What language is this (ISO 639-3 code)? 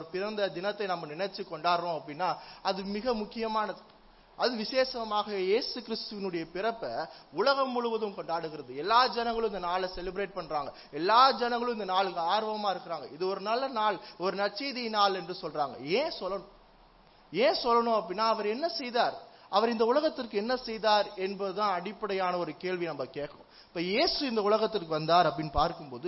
tam